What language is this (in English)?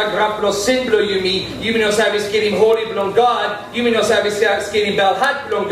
Tok Pisin